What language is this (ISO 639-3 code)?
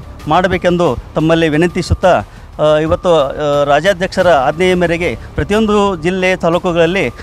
kan